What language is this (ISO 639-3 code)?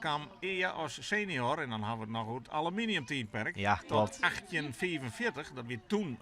fry